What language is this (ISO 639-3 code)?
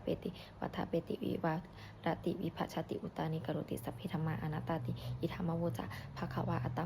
pli